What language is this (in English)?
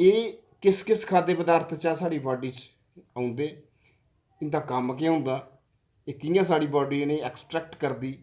Dogri